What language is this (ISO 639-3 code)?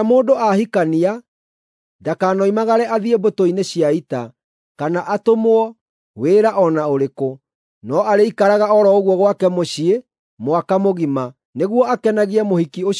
kik